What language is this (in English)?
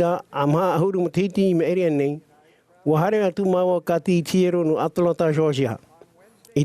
Tahitian